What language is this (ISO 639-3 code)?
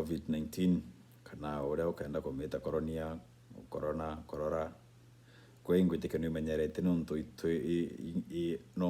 mer